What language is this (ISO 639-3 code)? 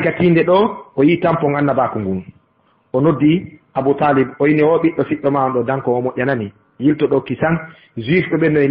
ful